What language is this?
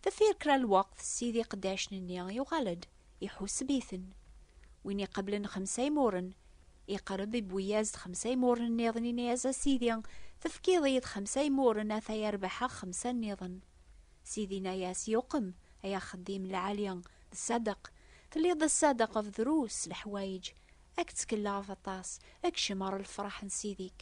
Kabyle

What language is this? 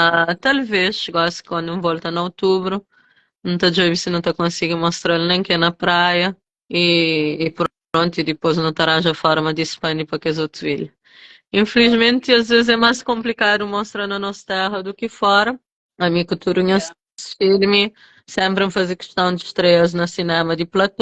Kabuverdianu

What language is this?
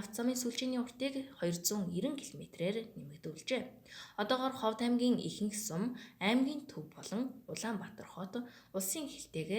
Mongolian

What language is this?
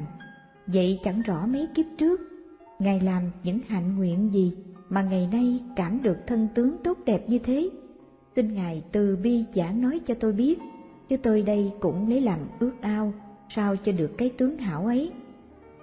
Vietnamese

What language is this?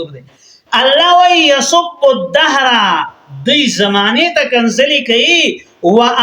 Pashto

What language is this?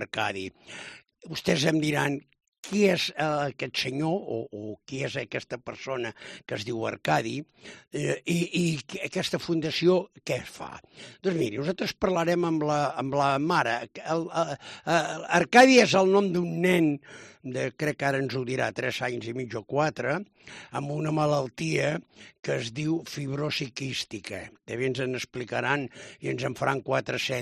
Catalan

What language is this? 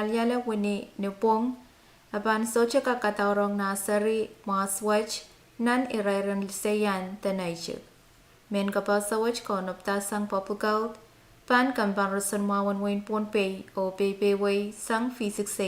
Pohnpeian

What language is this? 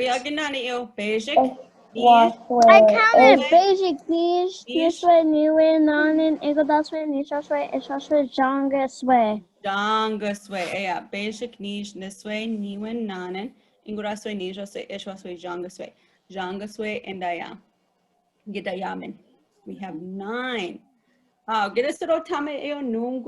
Chippewa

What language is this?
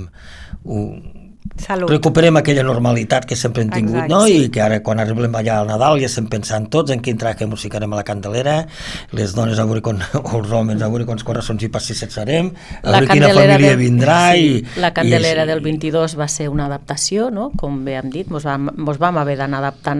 Catalan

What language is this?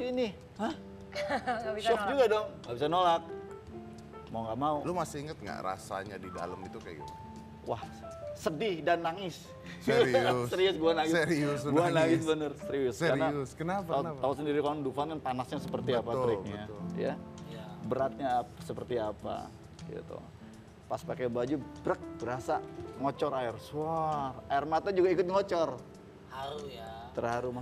Indonesian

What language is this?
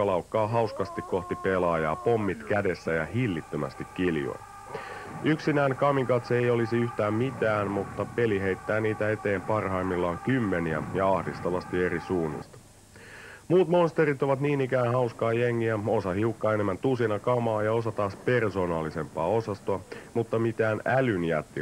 Finnish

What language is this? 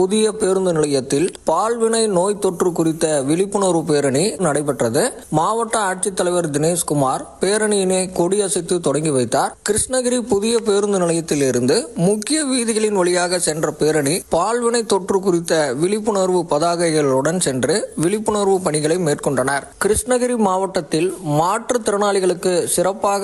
Tamil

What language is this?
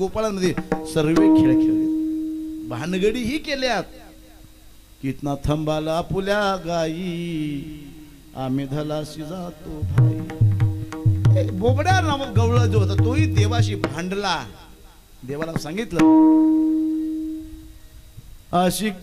Marathi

